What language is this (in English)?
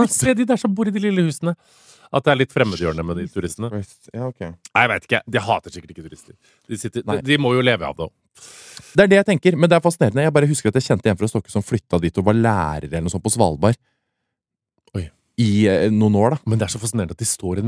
Norwegian